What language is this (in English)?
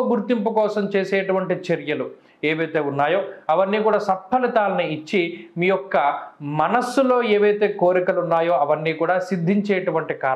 Telugu